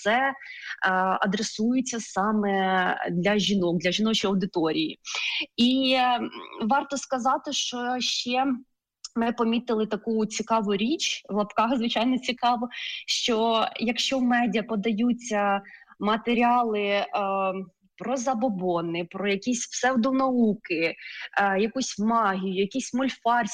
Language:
Ukrainian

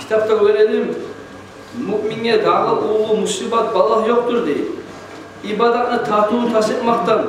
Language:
Kumyk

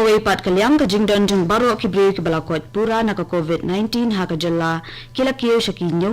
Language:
Khasi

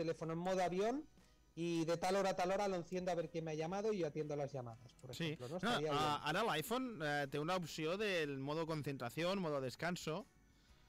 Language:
Catalan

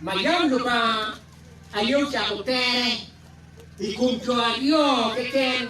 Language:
Acoli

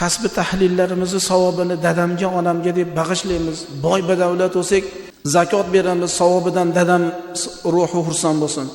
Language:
Uzbek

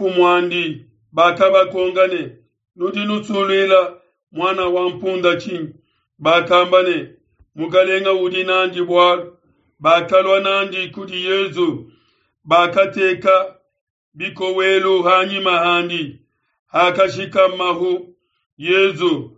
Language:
Luba-Lulua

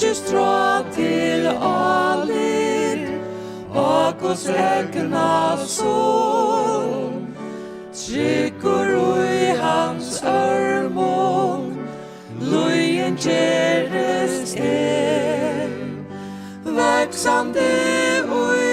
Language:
Faroese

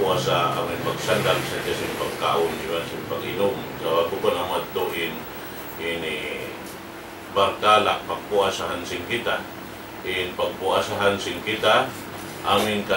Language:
Tausug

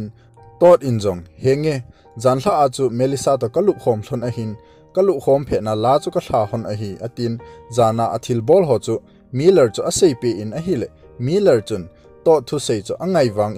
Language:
Thado Chin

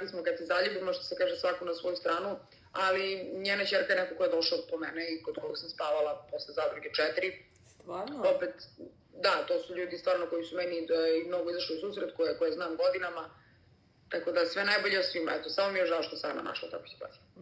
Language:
Serbian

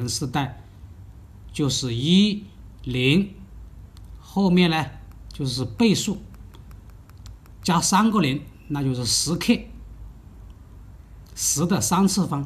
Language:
Chinese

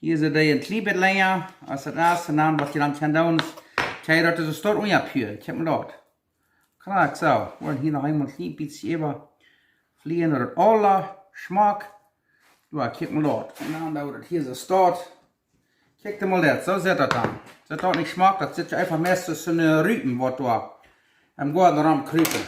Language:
Plautdietsch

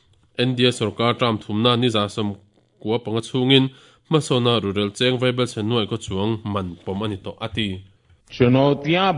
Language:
Mizo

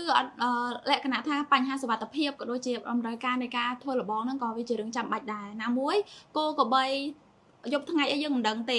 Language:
Khmer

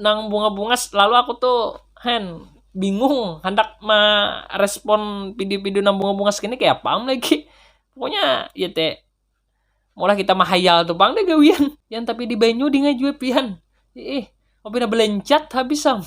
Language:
Banjar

